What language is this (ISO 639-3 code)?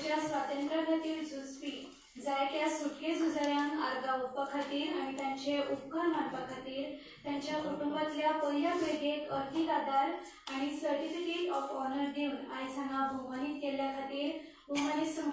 kok